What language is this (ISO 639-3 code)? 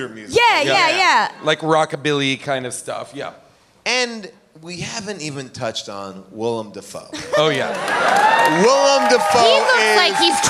eng